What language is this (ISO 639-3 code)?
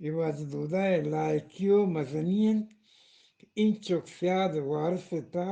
bgp